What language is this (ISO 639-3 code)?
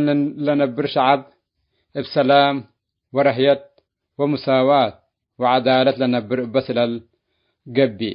tig